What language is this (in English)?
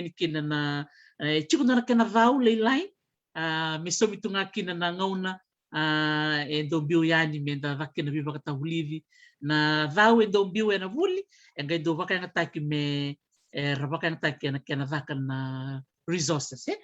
Fijian